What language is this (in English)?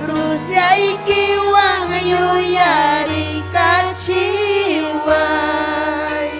Ayacucho Quechua